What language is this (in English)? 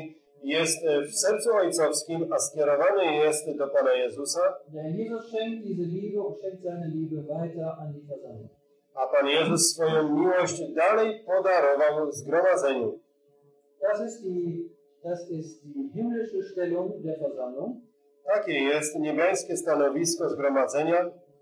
Polish